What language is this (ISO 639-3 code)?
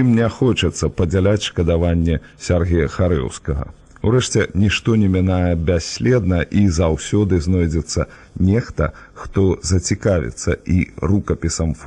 bel